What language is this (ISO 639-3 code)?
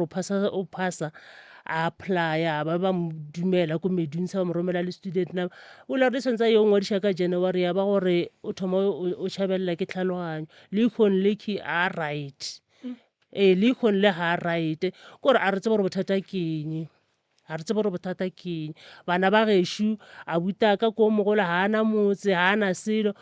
nso